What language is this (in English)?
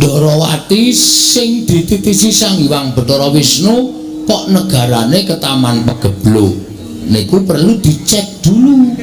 Javanese